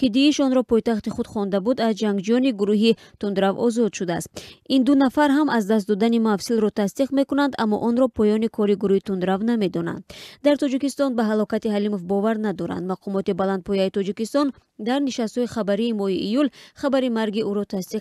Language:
Tajik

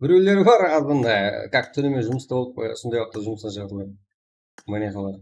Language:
Kara-Kalpak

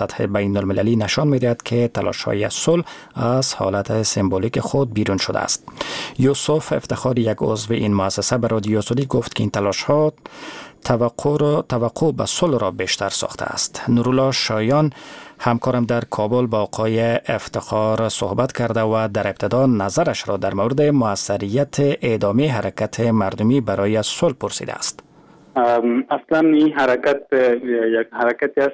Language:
Persian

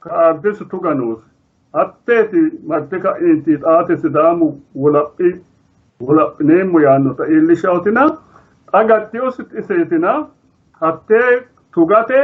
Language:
Sidamo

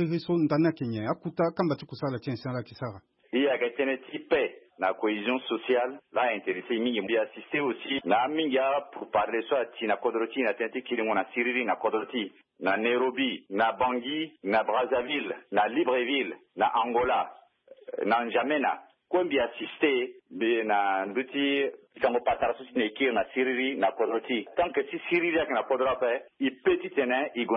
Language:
Sango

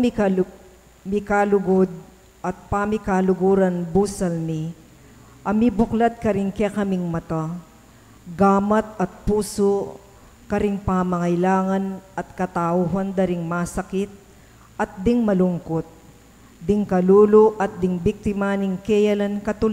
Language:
Pampanga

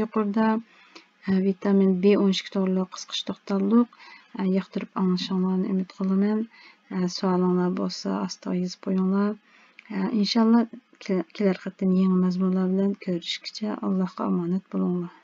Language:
Uyghur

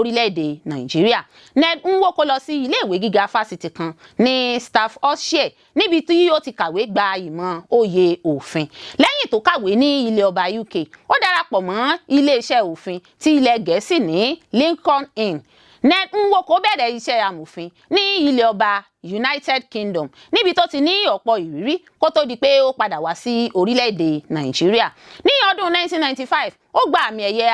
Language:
Yoruba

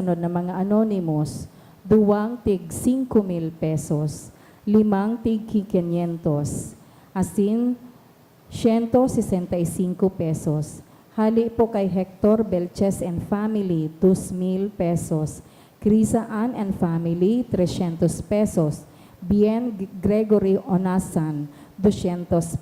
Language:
Bikol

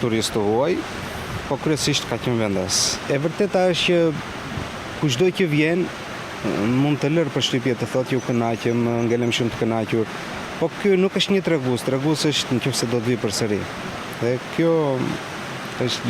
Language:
Albanian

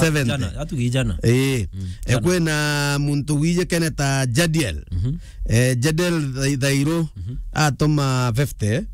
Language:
Meru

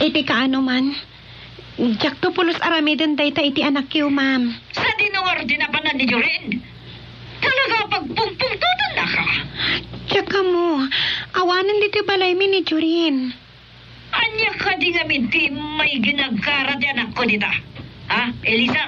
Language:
Iloko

